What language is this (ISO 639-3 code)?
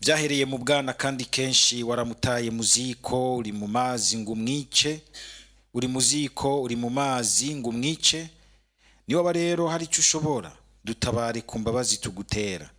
run